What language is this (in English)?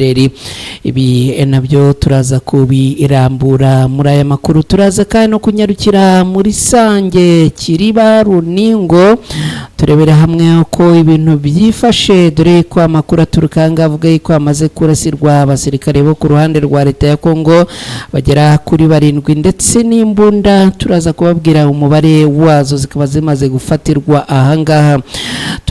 Kinyarwanda